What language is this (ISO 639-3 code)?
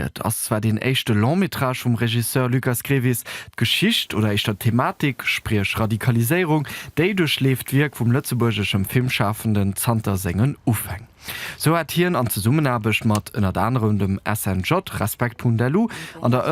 ltz